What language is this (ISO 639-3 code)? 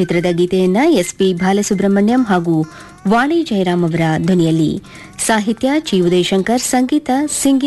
kan